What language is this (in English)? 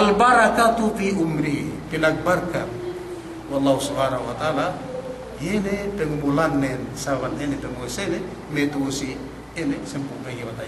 Yakan